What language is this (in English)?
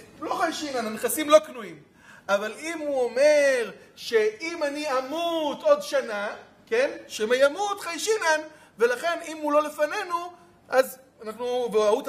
Hebrew